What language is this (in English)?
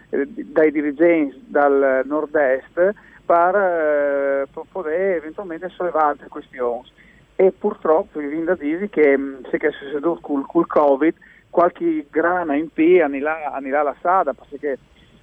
Friulian